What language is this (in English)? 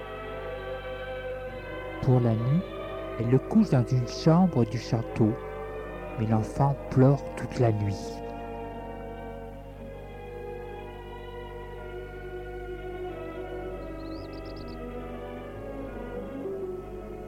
French